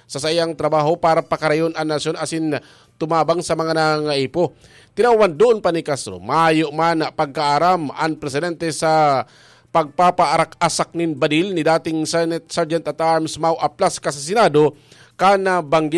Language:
Bikol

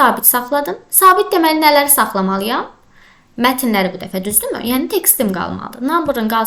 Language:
Azerbaijani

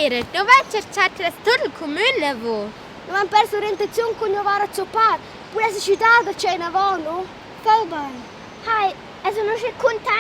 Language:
Romansh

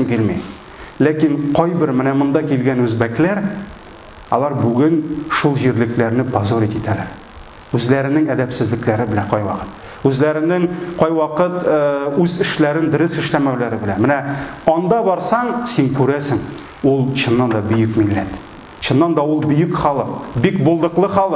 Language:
Tatar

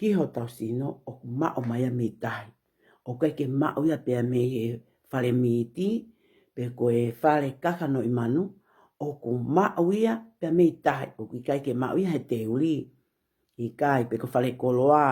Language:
Tongan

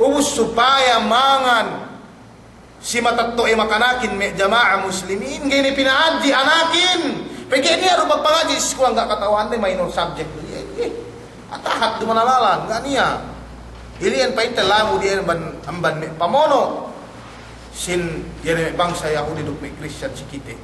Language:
Yakan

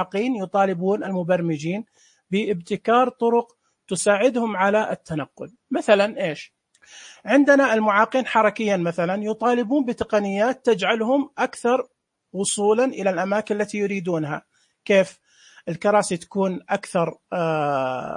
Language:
Najdi Arabic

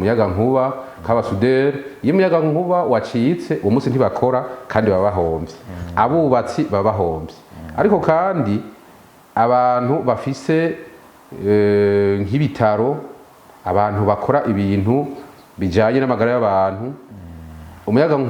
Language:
Rundi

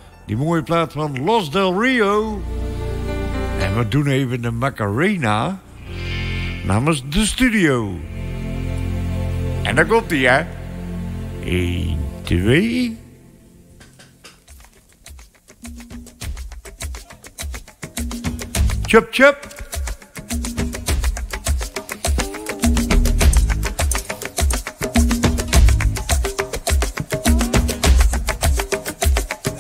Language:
Dutch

